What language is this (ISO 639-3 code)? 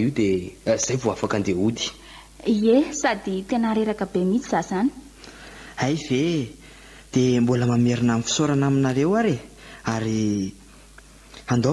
mlg